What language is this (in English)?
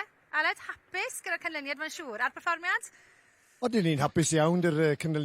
Welsh